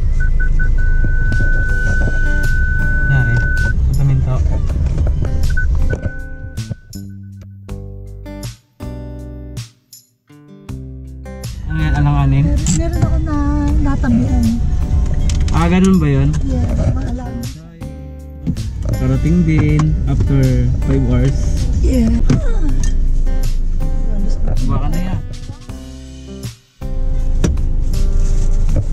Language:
Filipino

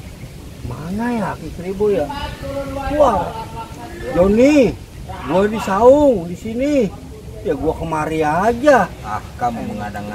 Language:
Betawi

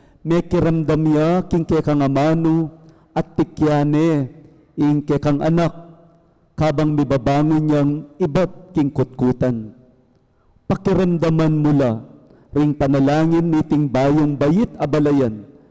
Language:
Pampanga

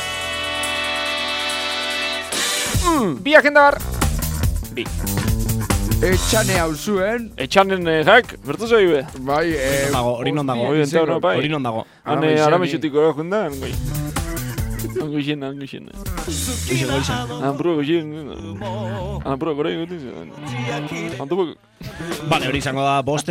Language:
Basque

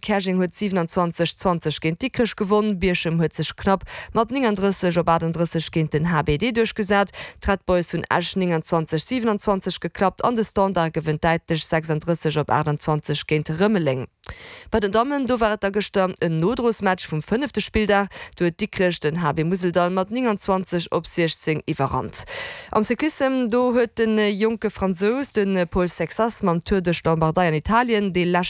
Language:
Luxembourgish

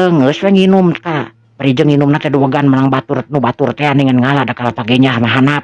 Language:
Sundanese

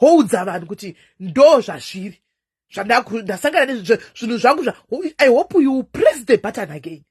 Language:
Shona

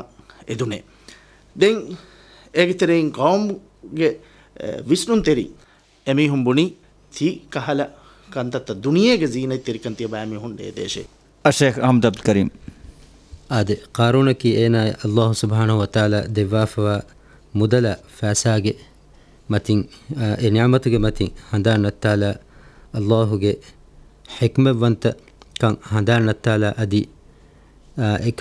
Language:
Divehi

